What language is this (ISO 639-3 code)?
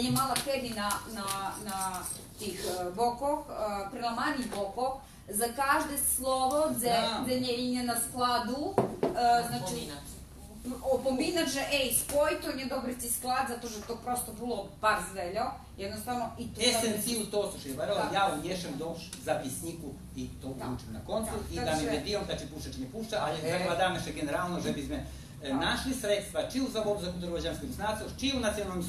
rue